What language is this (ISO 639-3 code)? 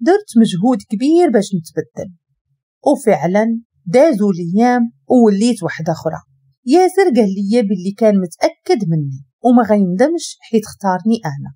ary